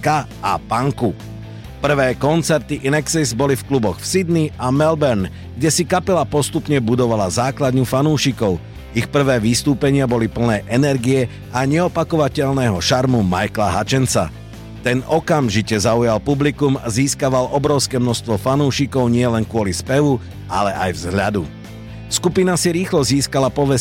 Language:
Slovak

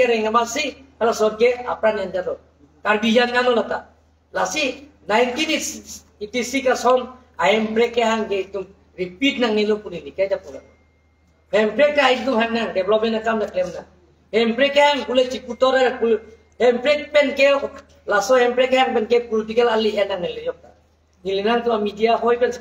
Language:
Karbi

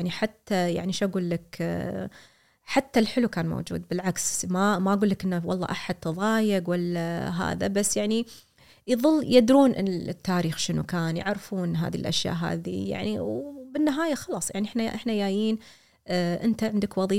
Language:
Gulf Arabic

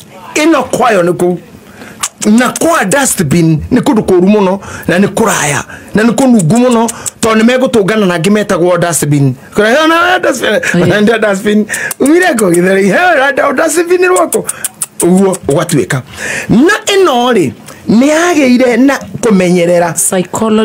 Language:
Kikuyu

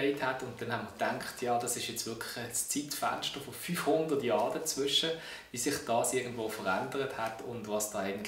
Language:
German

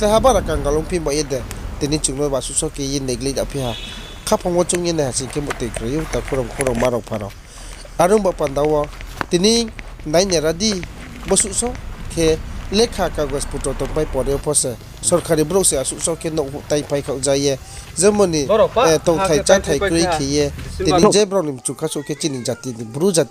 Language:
Riang (India)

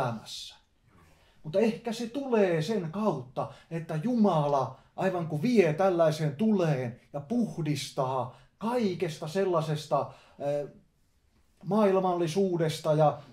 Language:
Finnish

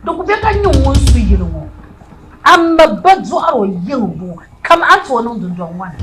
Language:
Dagbani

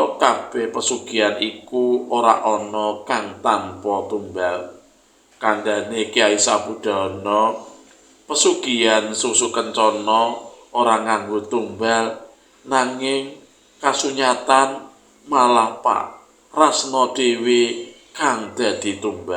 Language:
Javanese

